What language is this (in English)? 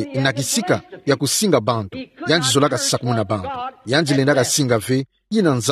Kituba (Democratic Republic of Congo)